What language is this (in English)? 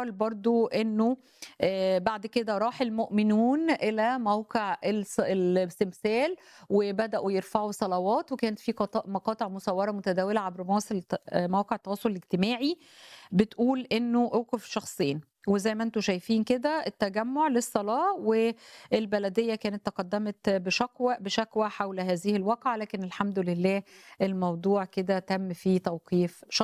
Egyptian Arabic